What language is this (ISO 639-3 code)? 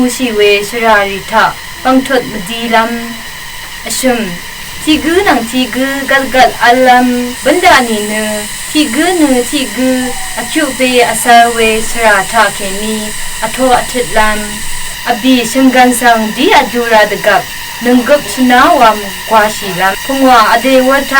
raw